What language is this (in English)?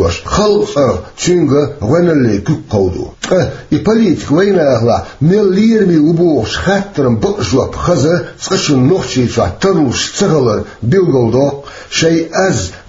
Chechen